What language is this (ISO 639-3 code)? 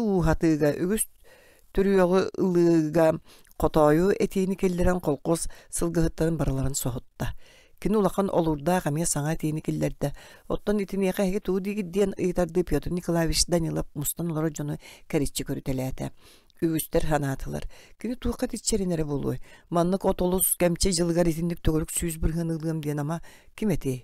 sah